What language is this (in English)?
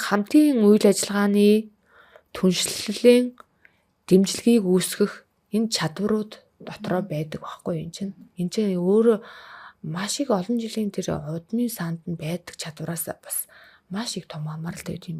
Mongolian